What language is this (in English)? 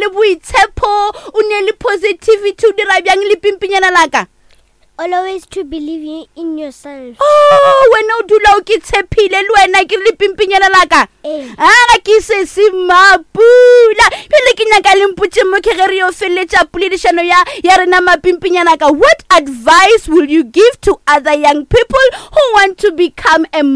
Northern Sotho